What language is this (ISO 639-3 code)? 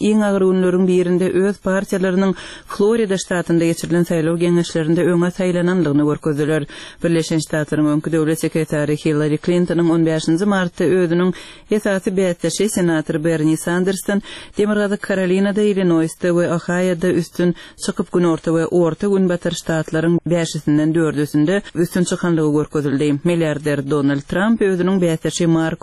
tuk